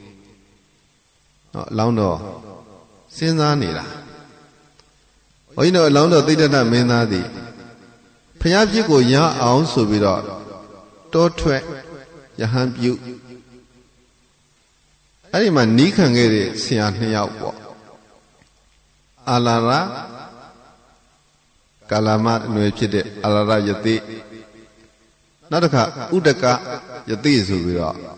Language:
Burmese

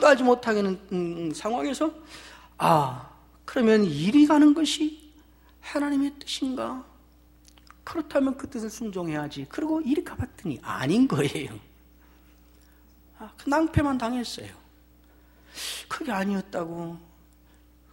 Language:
Korean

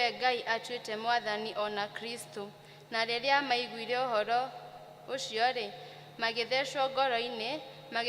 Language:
Kikuyu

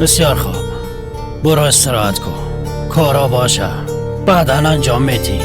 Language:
Persian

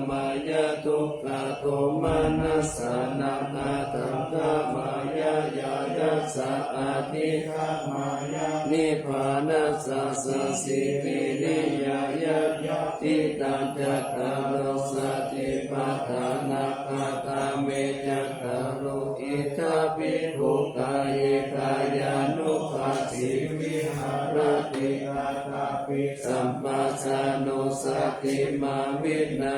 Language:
Pali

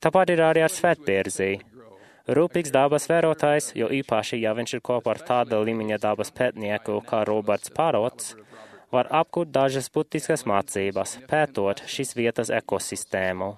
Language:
Latvian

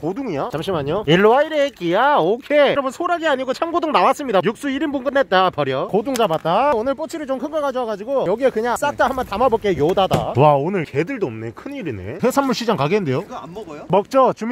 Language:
Korean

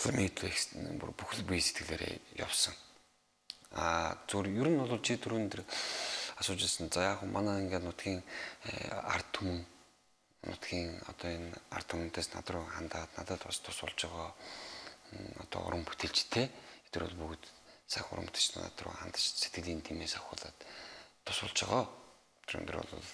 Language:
Mongolian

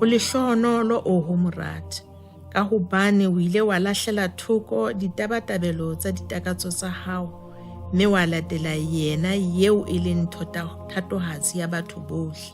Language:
Southern Sotho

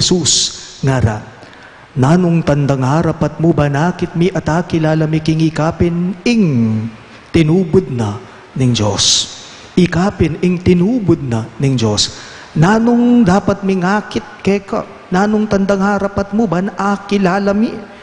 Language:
Pampanga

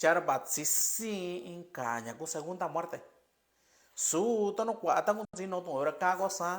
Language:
Mixtepec Mixtec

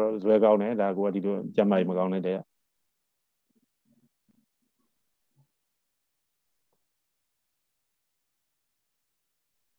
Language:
Burmese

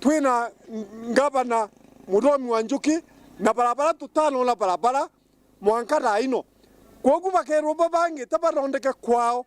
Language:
Meru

